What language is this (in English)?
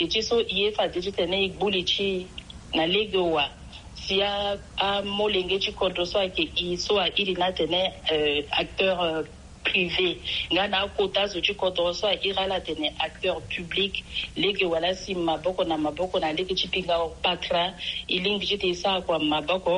Sango